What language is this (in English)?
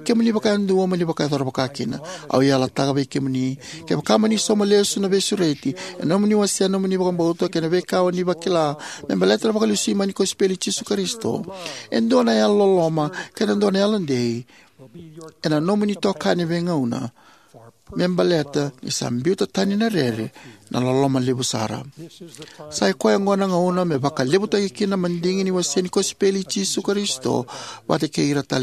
Fijian